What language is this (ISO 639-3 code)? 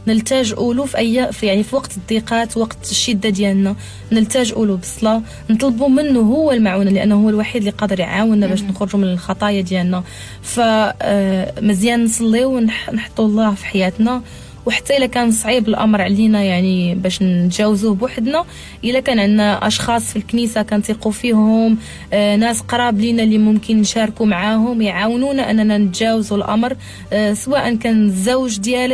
ary